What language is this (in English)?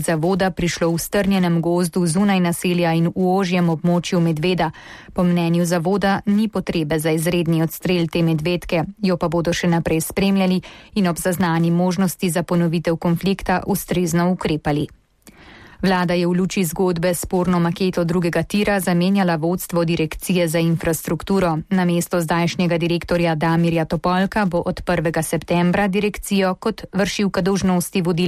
Slovenian